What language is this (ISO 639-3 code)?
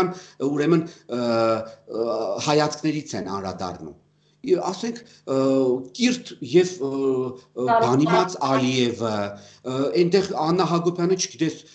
hye